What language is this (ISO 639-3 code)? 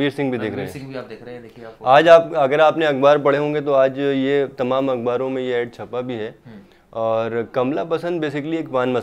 hin